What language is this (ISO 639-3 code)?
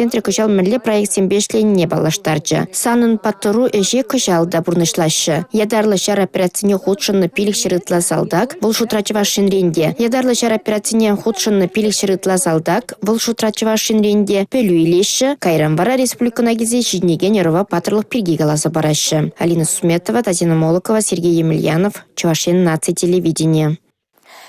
chv